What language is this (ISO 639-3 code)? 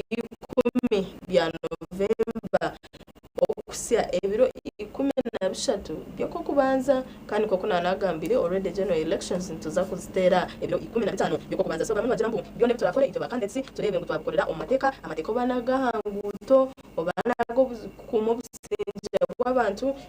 nyn